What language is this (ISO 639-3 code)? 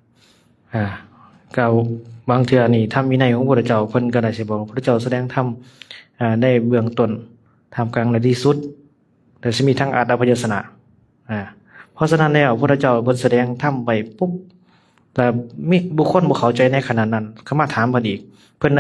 lao